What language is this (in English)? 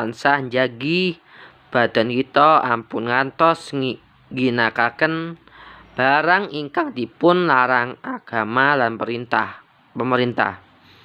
Javanese